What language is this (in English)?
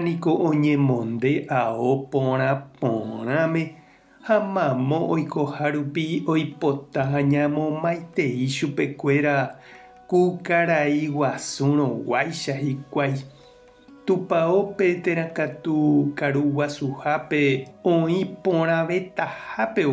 Guarani